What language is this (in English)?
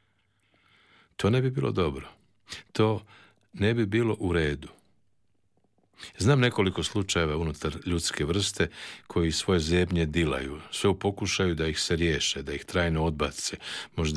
Croatian